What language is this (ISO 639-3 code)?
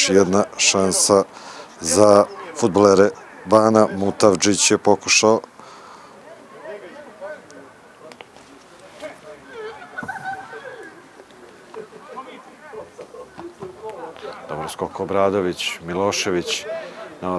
srp